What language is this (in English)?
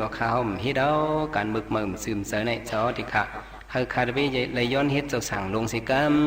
Shan